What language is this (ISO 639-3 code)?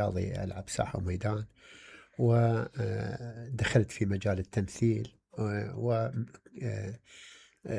acm